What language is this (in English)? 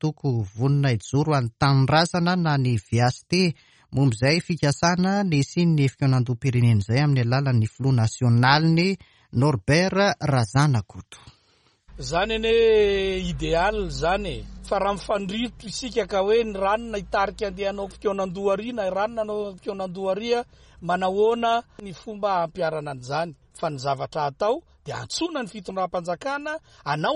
Malagasy